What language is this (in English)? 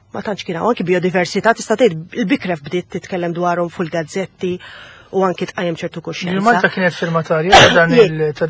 Maltese